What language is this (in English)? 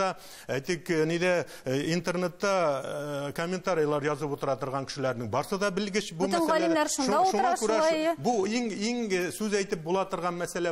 Tatar